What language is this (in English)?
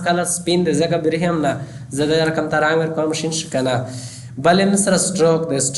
Pashto